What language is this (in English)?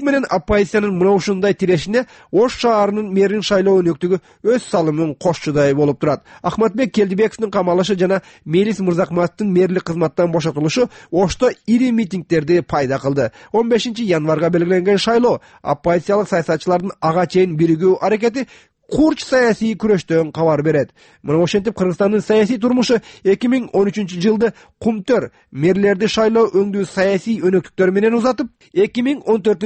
Kyrgyz